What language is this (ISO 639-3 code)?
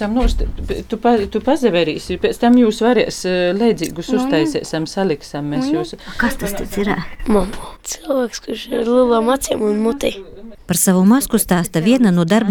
lav